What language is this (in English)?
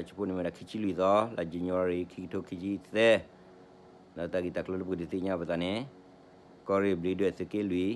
S'gaw Karen